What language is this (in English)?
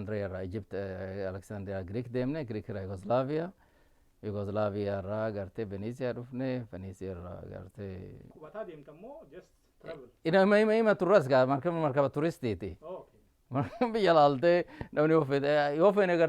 Oromo